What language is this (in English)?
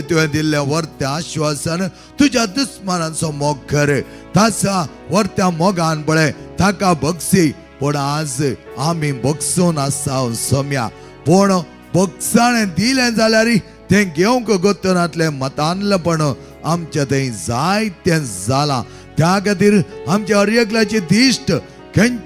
Konkani